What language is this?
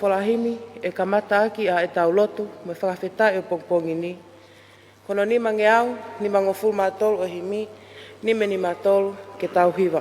Tongan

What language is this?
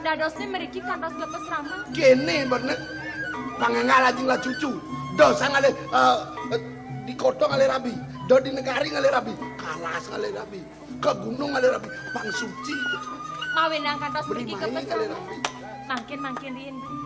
Balinese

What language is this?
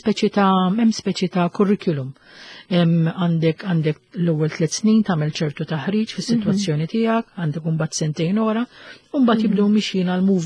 Maltese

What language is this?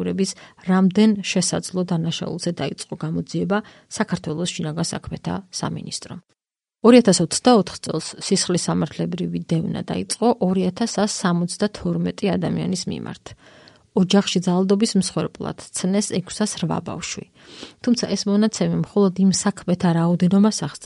Georgian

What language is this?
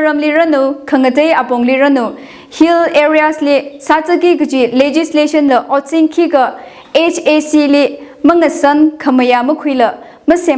Tangkhul Naga (India)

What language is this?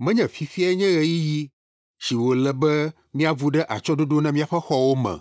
Ewe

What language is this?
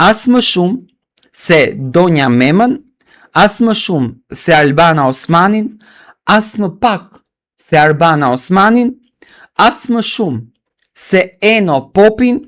Albanian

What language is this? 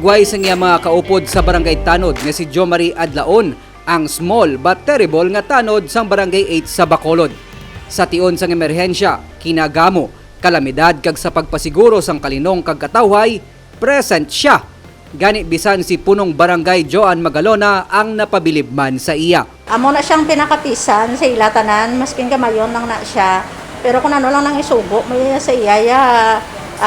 Hiligaynon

